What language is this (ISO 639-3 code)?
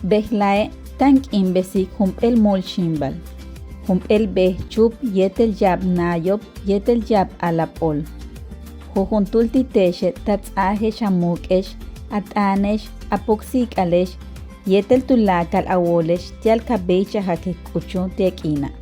yua